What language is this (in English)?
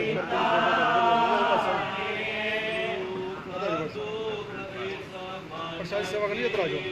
Punjabi